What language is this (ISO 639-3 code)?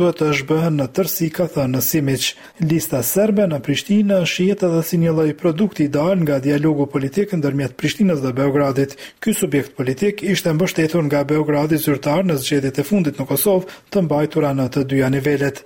sqi